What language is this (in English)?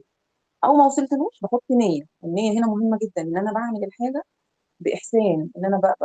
Egyptian Arabic